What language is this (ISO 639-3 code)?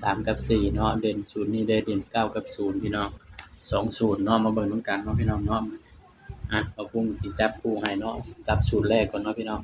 tts